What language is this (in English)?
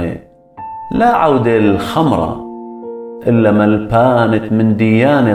Assyrian Neo-Aramaic